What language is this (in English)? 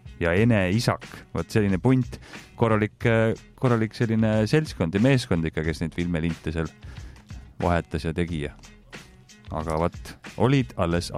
Estonian